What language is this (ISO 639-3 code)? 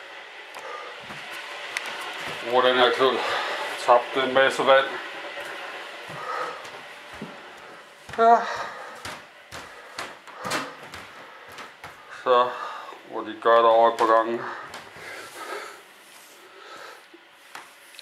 dan